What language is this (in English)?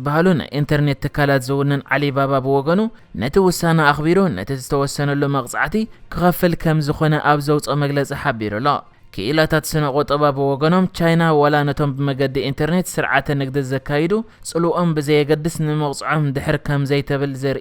Tigrinya